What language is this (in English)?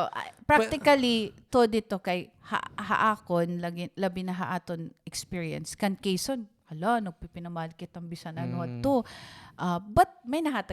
Waray